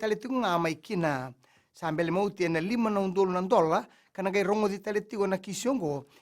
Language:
Fijian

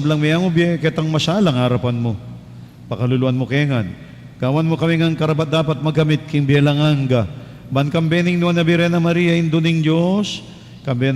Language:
Pampanga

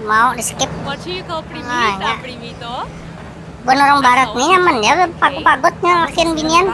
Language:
Banjar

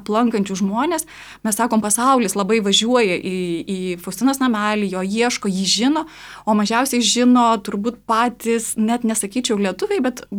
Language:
Lithuanian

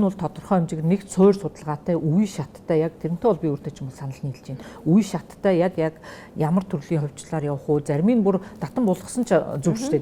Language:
Mongolian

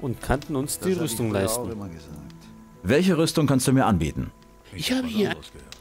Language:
Bavarian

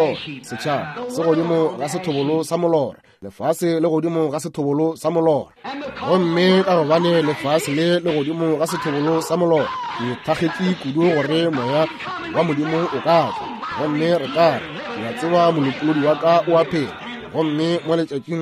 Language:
Northern Sotho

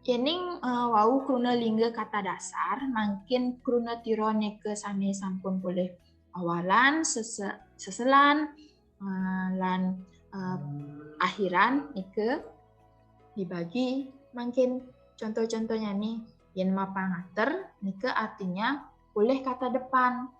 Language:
Balinese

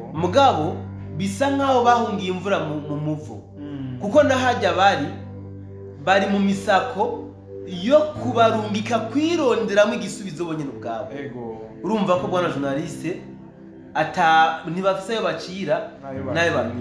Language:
Rundi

